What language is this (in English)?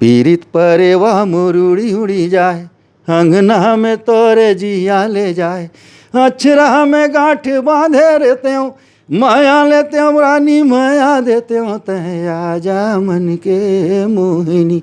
Chhattisgarhi